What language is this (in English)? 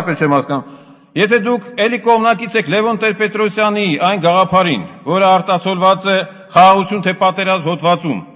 Armenian